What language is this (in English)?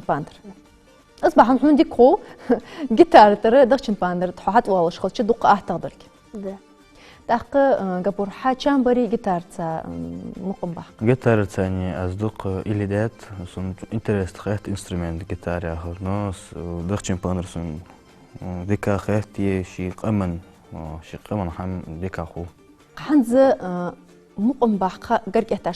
Ingush